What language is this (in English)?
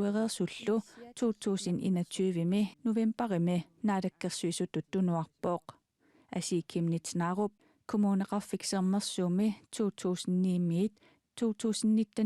Kalaallisut